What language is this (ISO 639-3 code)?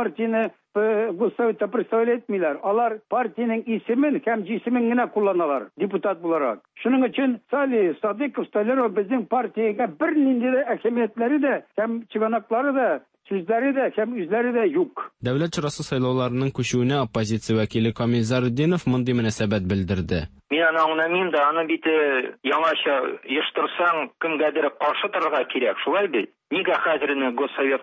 tat